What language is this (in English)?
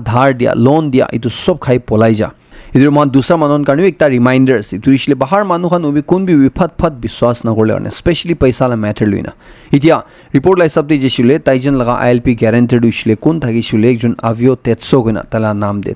Naga Pidgin